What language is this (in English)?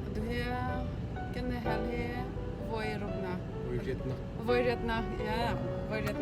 Hakha Chin